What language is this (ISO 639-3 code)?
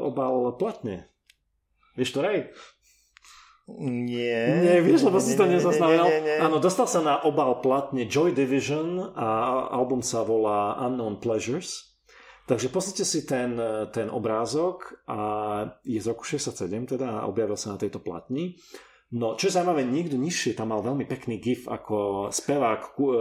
slk